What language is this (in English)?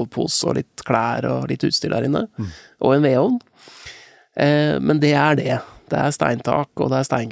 Norwegian